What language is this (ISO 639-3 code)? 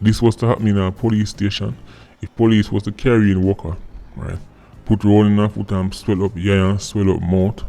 jam